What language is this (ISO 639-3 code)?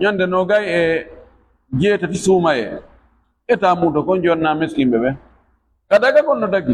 ful